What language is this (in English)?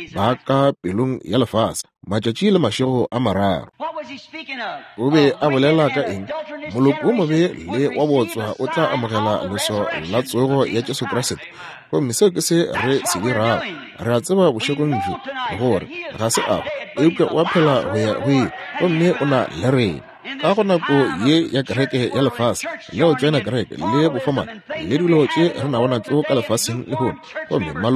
Northern Sotho